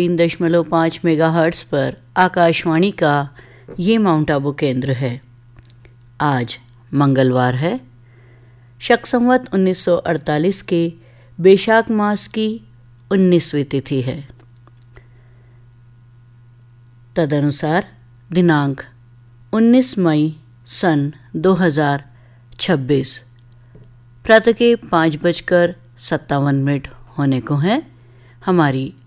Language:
Hindi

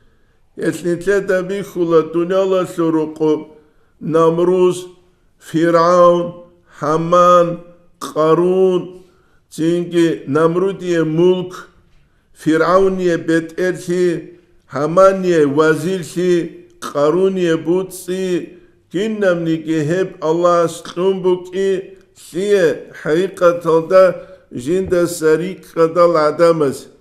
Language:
Avaric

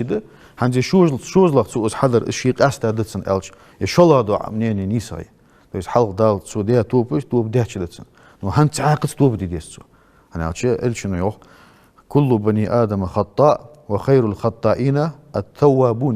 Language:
Ingush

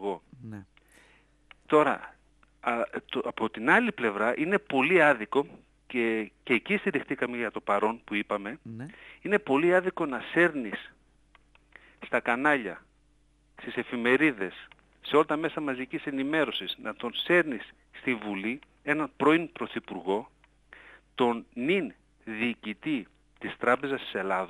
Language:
Greek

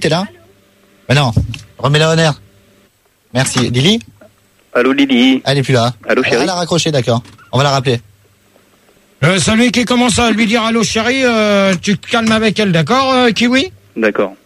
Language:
French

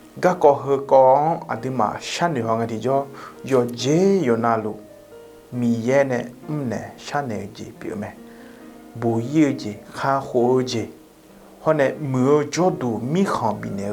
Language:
Akha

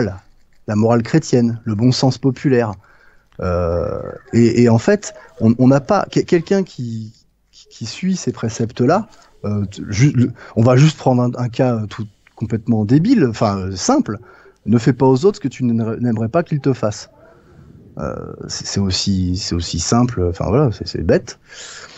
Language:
French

